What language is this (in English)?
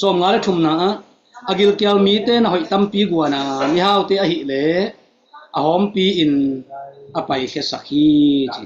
Tedim Chin